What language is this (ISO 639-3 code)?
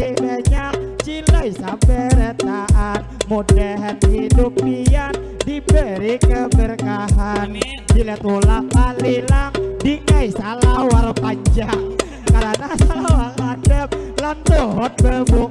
bjn